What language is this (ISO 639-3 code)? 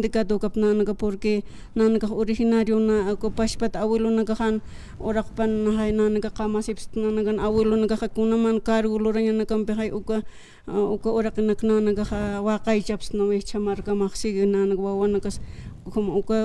aym